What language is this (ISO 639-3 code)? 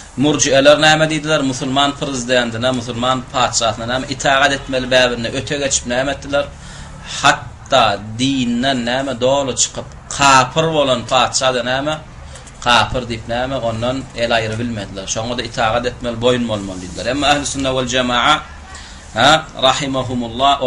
tuk